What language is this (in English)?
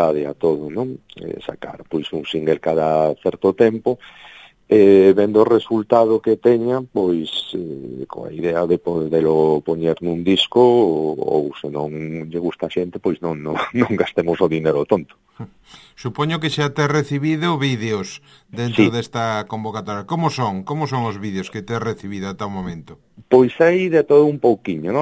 Galician